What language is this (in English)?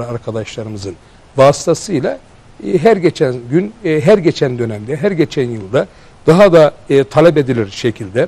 Turkish